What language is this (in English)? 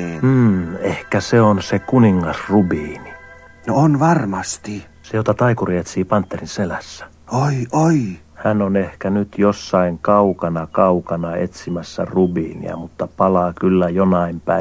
Finnish